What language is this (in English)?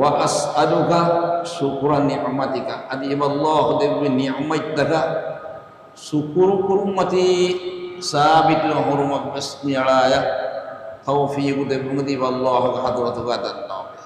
Divehi